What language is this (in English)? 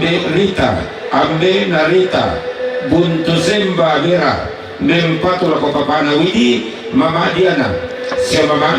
Toraja-Sa'dan